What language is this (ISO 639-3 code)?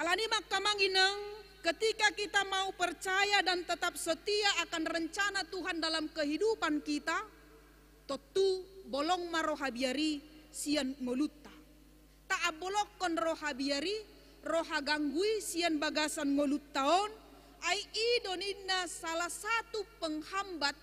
bbc